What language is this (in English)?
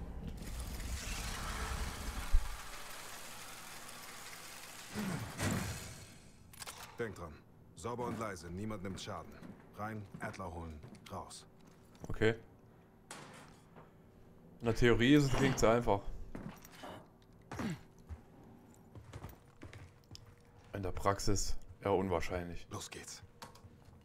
German